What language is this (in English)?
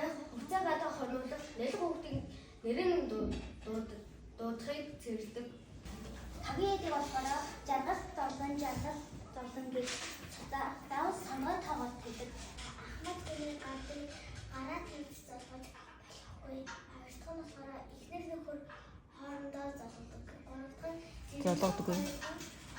Mongolian